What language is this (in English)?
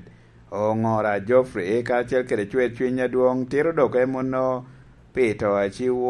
Lango (Uganda)